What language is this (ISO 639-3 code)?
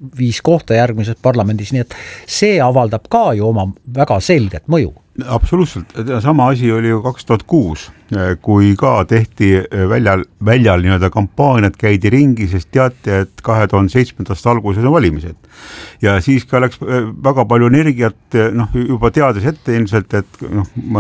est